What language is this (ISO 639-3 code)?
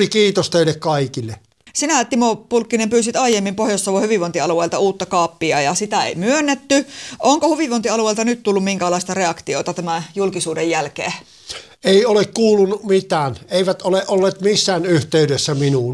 fin